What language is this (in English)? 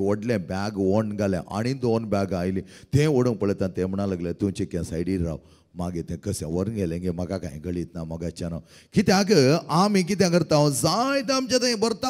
Konkani